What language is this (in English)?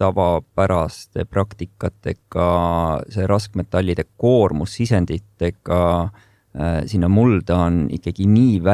Estonian